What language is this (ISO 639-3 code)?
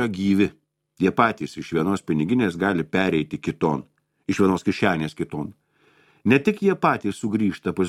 lit